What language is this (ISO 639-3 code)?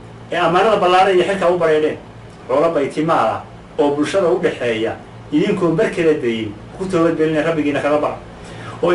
som